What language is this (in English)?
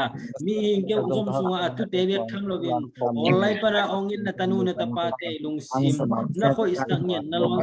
Tedim Chin